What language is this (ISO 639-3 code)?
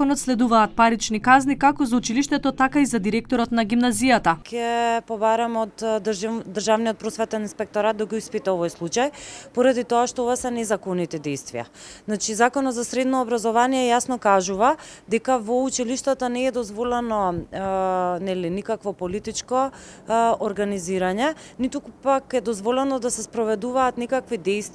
mkd